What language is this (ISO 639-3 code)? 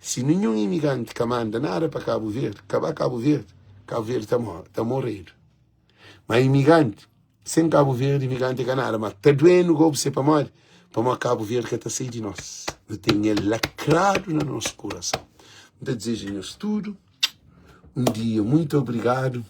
kea